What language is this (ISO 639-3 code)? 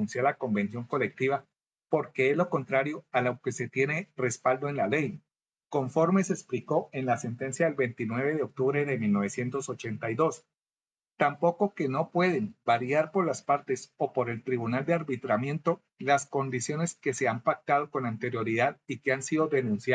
spa